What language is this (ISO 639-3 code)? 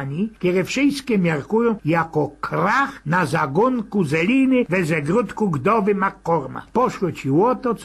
szl